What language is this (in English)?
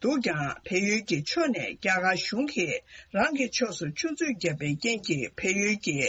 Tibetan